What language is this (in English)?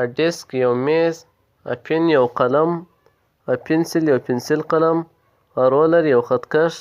Pashto